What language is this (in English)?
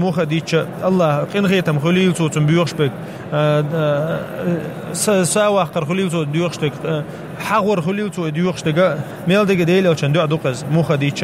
Chechen